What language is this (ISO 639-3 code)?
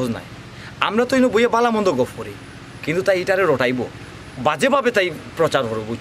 syl